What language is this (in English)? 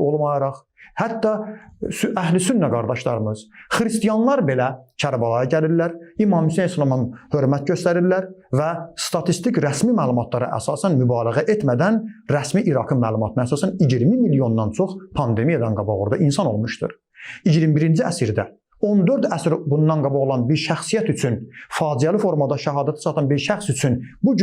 Azerbaijani